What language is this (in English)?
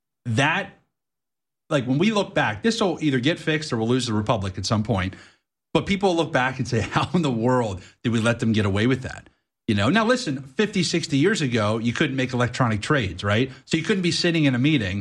English